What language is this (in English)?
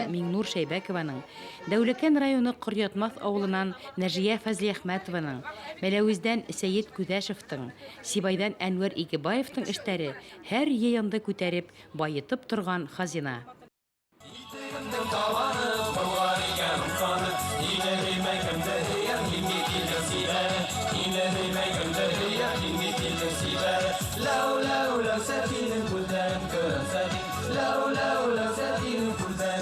Bashkir